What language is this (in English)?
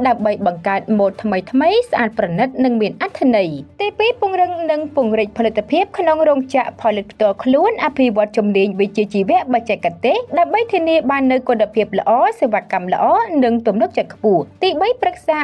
Khmer